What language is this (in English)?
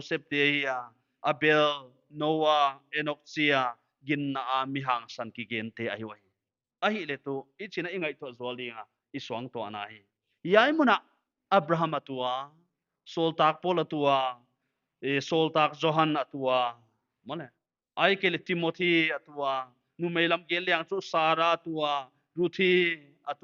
Paite Chin